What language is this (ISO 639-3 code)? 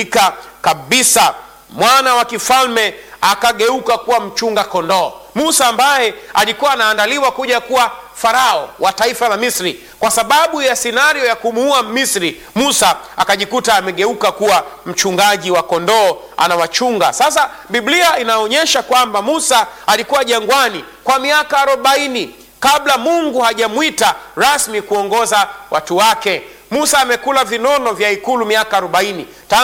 swa